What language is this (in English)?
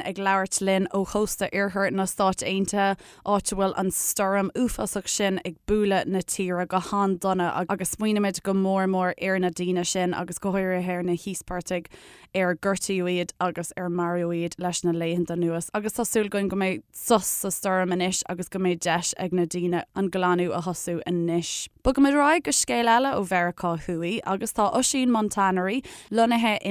Irish